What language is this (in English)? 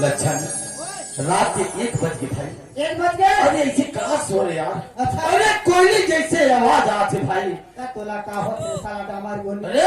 Chhattisgarhi